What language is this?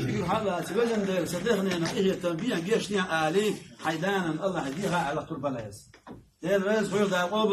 Chechen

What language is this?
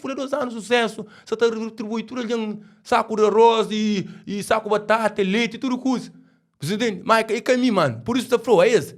Kabuverdianu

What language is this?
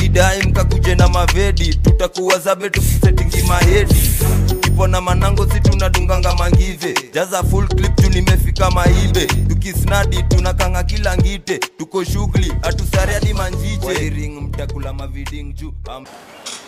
Swahili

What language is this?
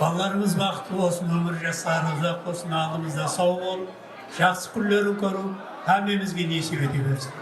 Kara-Kalpak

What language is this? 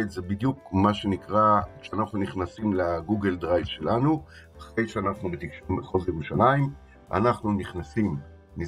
Hebrew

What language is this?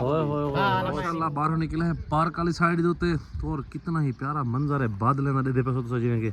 Saraiki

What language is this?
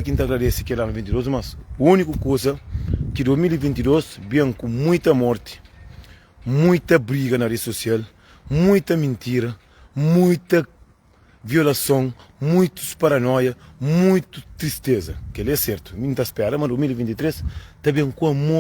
Kabuverdianu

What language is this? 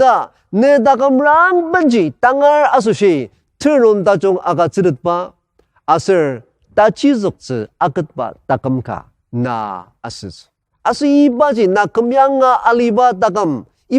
Ao Naga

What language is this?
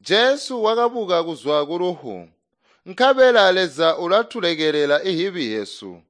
Tonga (Zambia)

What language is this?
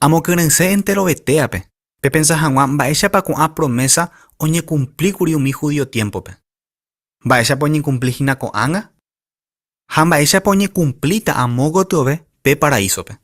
Guarani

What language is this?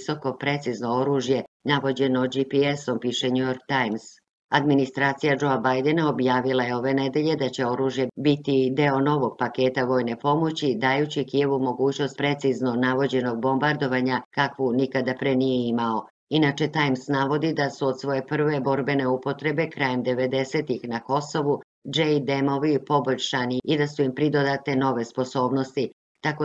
Serbian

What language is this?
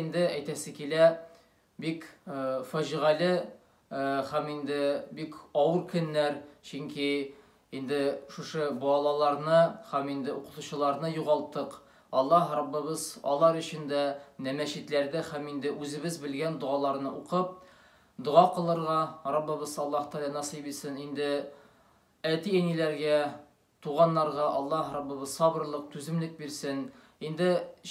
Tatar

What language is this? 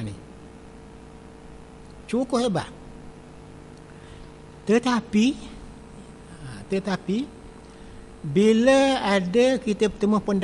Malay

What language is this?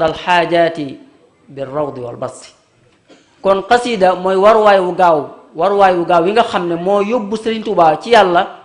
Wolof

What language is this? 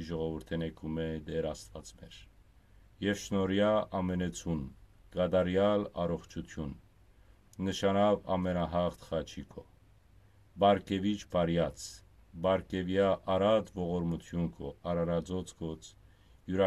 Western Armenian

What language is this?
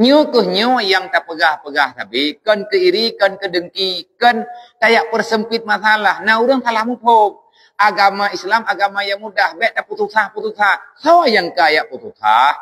Achinese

